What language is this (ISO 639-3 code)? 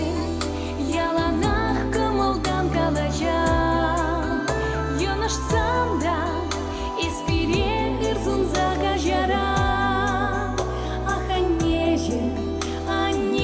chv